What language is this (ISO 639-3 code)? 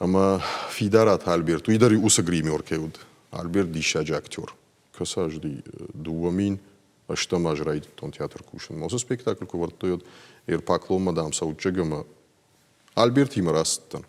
oss